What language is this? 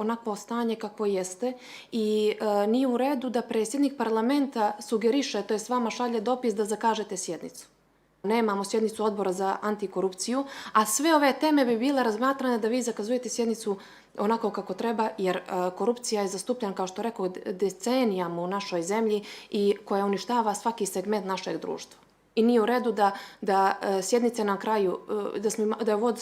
Bosnian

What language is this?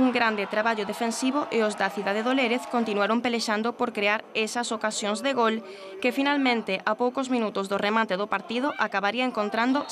Galician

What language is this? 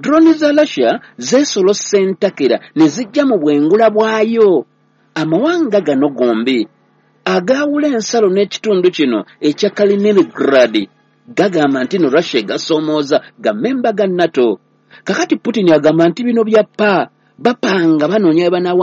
Ganda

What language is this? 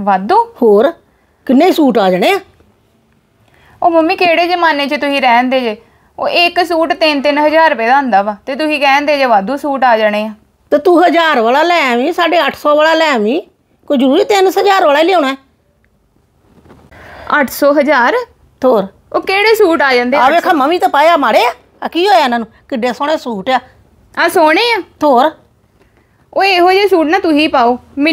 Punjabi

